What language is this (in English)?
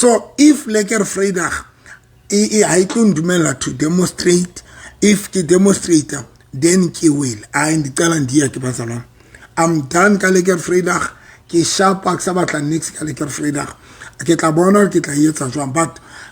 Southern Sotho